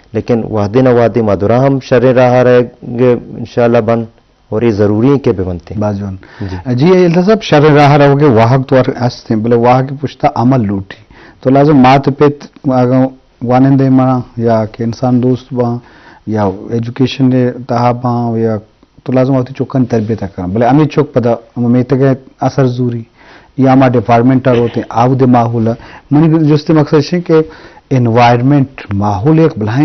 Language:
Eastern Balochi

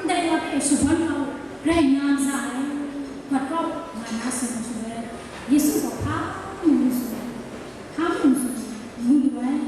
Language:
Kachin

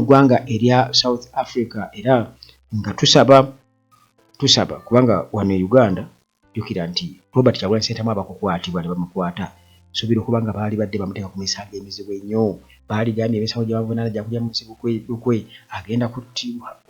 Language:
Ganda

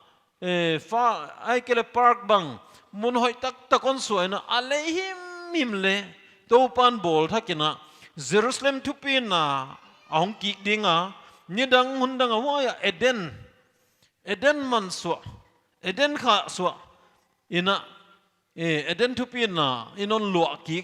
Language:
Paite Chin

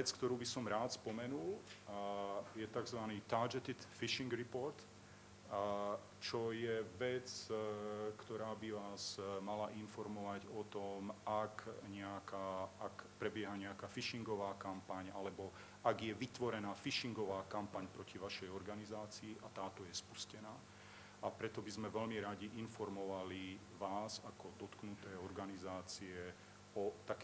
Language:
Slovak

